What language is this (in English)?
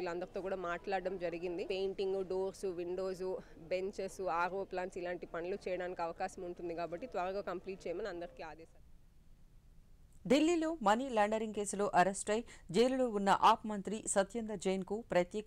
Telugu